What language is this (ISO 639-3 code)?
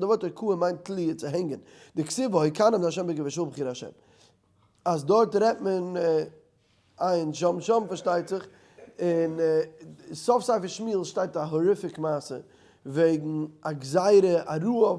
yid